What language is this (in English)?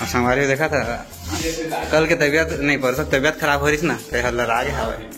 Chhattisgarhi